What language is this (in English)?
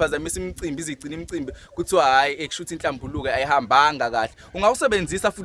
Zulu